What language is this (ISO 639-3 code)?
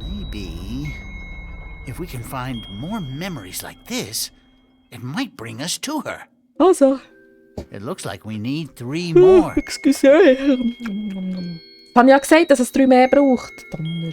gsw